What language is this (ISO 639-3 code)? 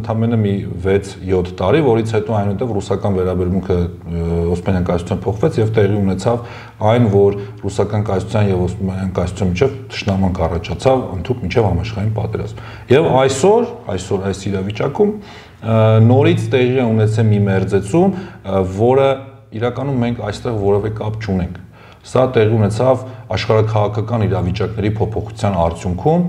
hye